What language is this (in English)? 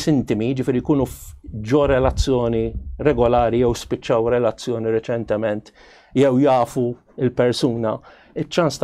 Maltese